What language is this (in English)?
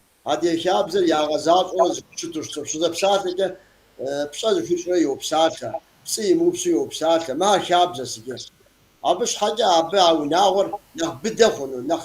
Kabardian